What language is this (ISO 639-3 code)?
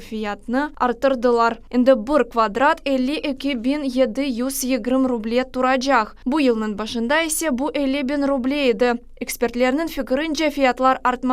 crh